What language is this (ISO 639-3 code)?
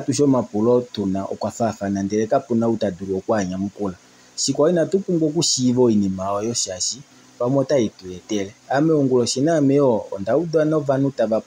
kua